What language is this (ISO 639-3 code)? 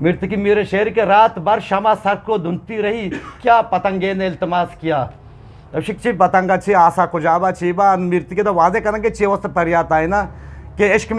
bgp